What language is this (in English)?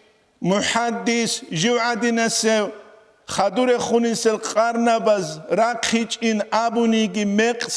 Avaric